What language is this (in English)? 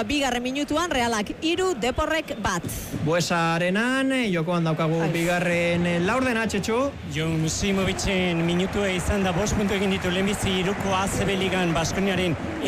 Basque